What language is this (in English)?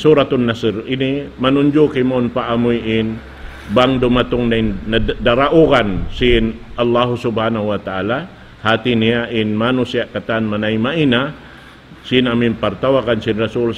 Tausug